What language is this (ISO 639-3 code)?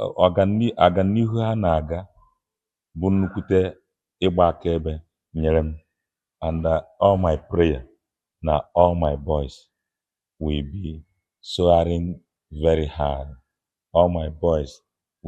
ibo